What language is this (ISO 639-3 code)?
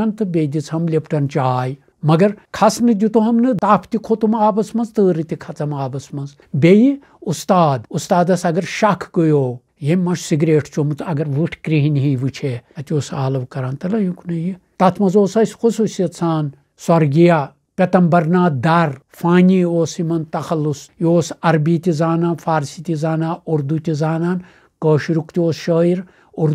kas